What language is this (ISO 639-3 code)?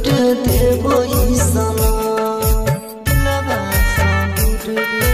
bho